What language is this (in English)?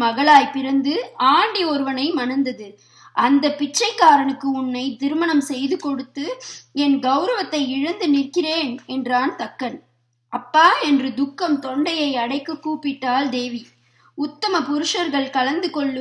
Tamil